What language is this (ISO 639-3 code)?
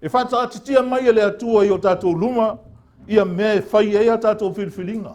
smo